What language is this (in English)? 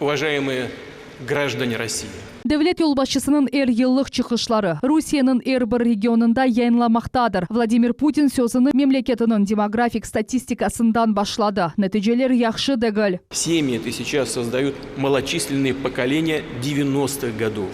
Crimean Tatar